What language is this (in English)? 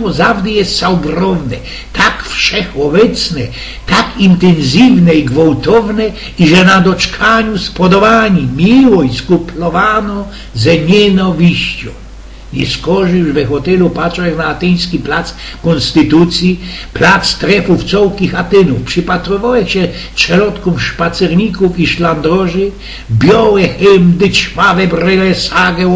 Silesian